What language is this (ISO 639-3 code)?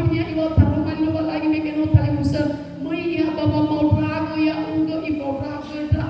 nia